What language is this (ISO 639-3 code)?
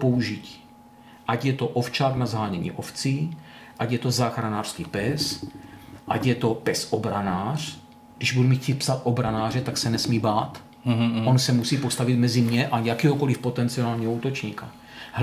ces